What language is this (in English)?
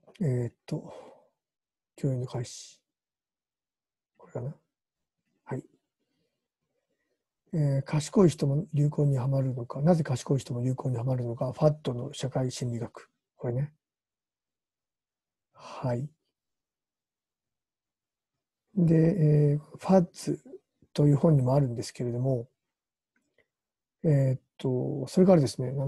Japanese